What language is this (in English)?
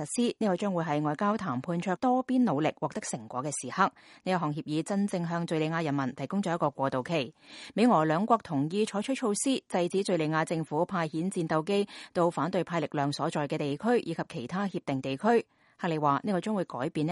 Cantonese